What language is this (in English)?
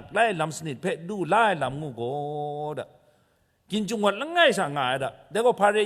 Kachin